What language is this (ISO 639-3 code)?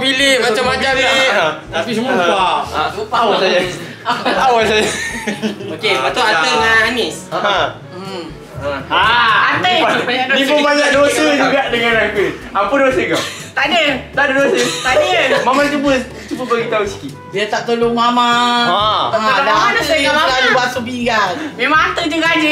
msa